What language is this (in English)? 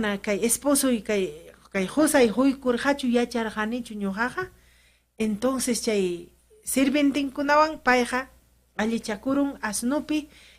Ayacucho Quechua